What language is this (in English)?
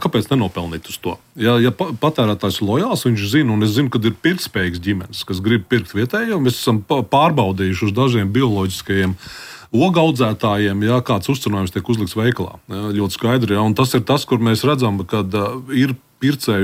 Latvian